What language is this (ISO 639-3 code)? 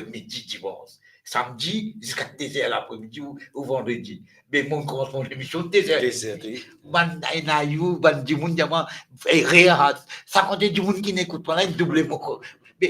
mfe